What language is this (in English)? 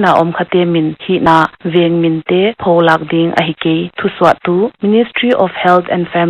Paite Chin